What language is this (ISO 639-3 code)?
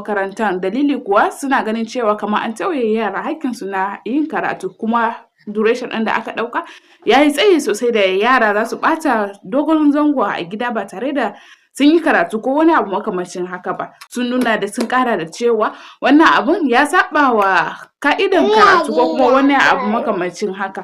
hau